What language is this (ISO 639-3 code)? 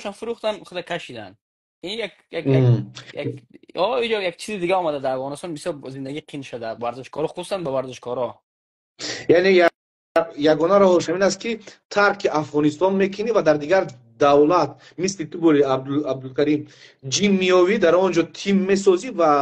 fas